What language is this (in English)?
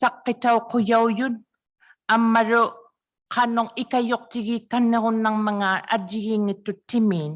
Inuktitut